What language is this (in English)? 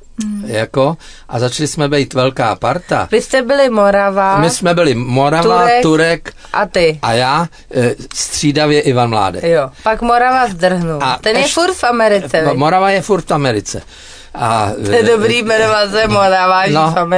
Czech